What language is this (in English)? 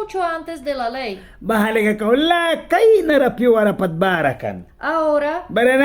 Mískito